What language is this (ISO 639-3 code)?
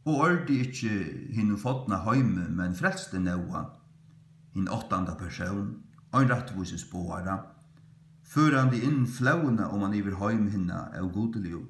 fao